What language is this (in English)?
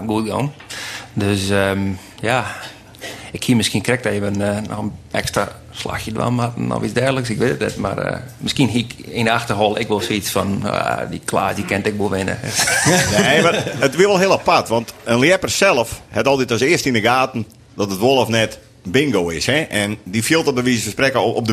Western Frisian